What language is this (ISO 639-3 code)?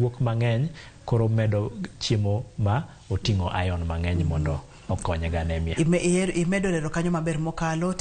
luo